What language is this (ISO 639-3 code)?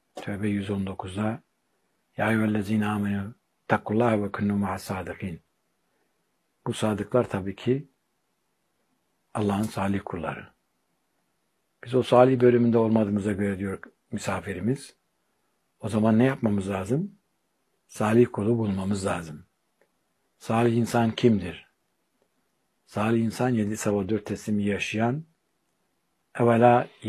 tur